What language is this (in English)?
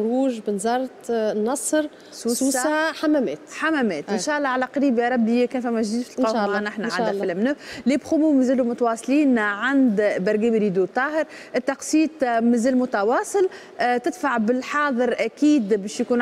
Tunisian Arabic